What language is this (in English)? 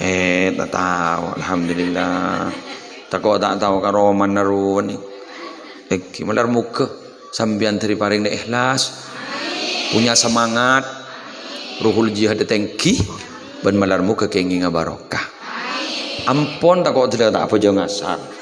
Madurese